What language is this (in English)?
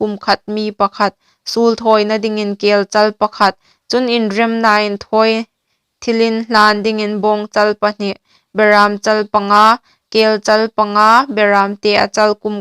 Hmar